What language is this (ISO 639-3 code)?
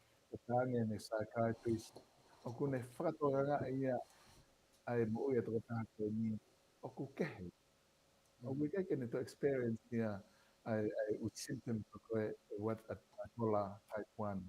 ton